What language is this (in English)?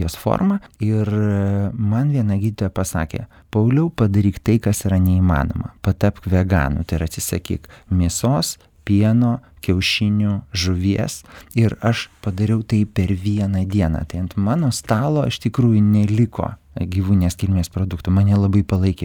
Lithuanian